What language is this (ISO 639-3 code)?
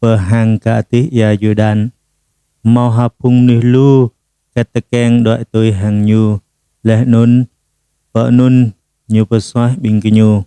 jra